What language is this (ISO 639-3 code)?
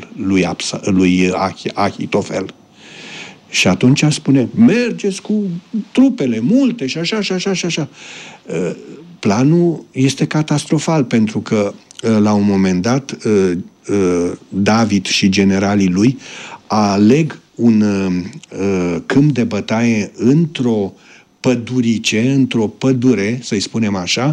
ron